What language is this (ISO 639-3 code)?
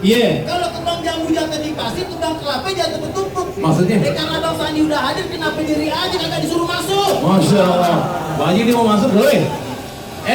bew